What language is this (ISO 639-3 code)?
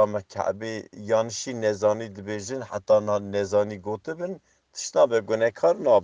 kur